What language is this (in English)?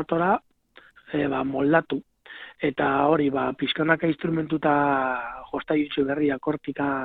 Basque